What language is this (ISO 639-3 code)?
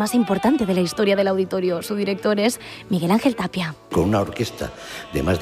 spa